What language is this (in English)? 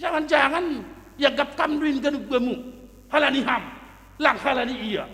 Batak Simalungun